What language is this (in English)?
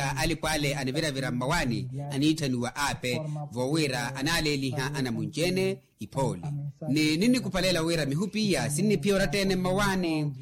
Makhuwa